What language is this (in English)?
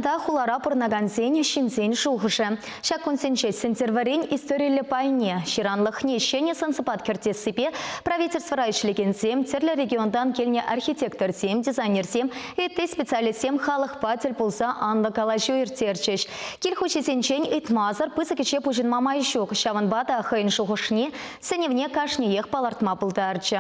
Chuvash